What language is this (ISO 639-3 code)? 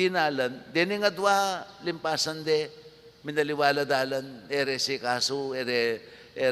pam